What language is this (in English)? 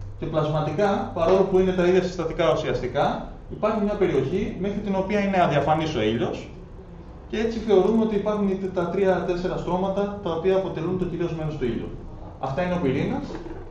Greek